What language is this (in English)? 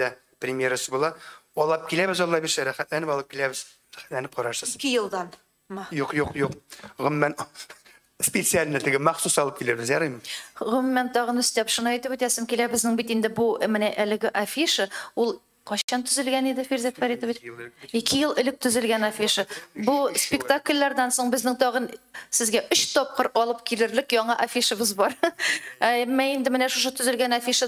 Tatar